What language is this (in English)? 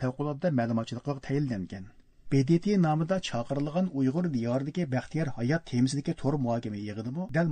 Uyghur